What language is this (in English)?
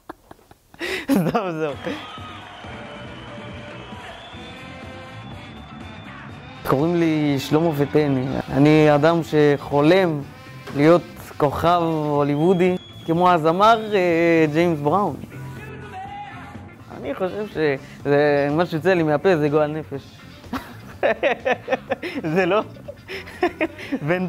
Hebrew